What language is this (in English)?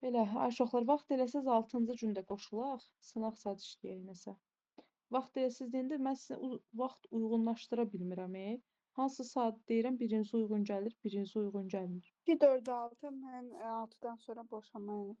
Azerbaijani